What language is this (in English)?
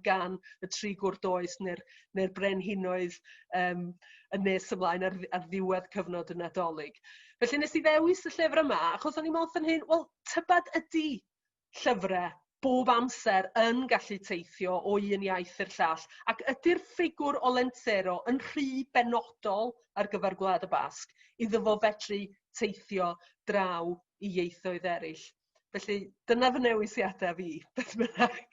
Welsh